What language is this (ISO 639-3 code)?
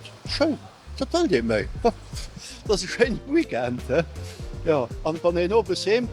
ltz